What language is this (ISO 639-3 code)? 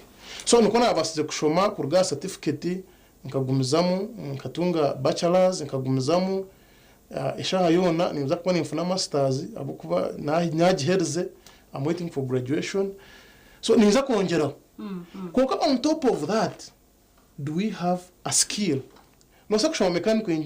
nyn